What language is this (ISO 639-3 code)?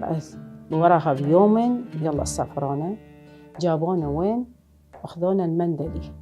acm